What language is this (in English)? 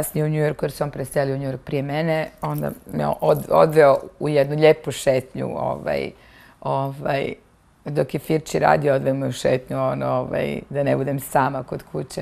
Serbian